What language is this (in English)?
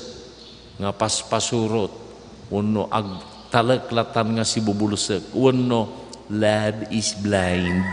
Iloko